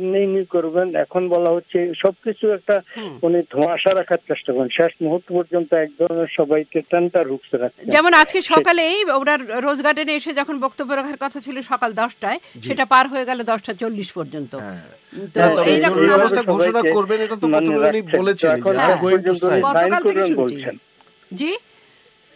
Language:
Bangla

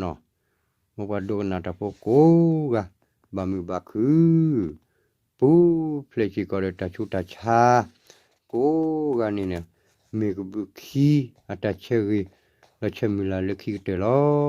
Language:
S'gaw Karen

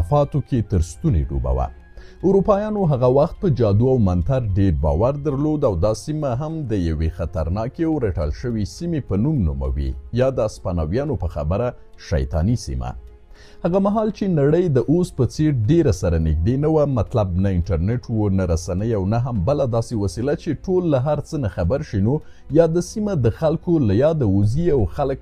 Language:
Pashto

